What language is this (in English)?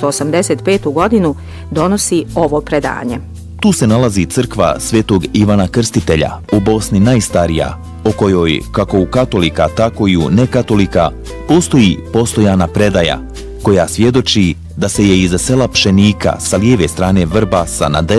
Bosnian